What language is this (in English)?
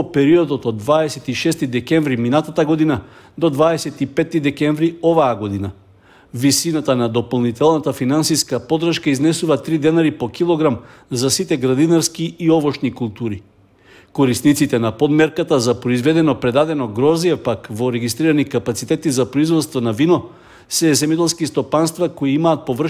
Macedonian